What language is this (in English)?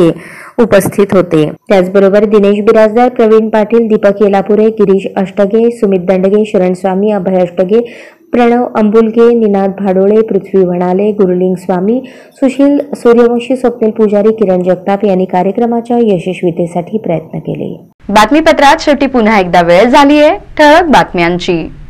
Marathi